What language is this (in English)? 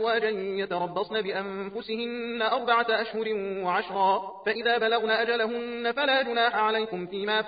Arabic